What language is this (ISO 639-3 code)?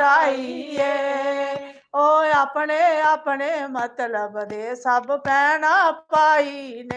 doi